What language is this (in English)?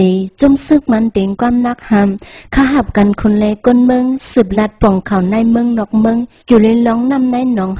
Shan